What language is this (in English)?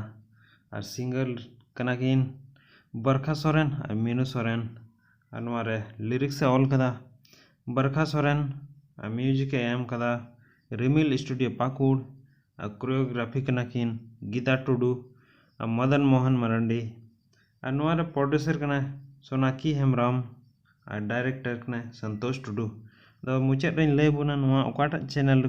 Santali